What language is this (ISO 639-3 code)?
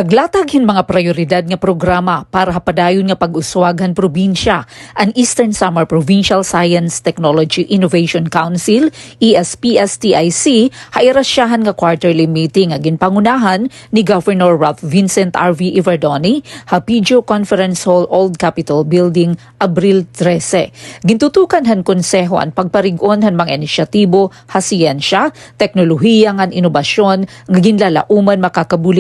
war